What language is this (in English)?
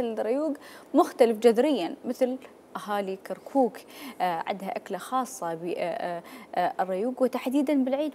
Mesopotamian Arabic